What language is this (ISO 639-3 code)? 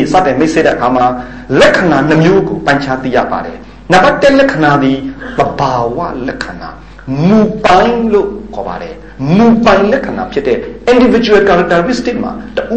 mya